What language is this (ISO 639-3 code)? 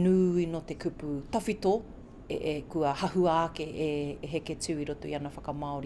mri